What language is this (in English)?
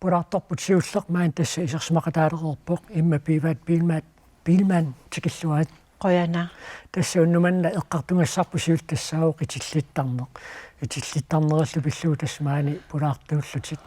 Kalaallisut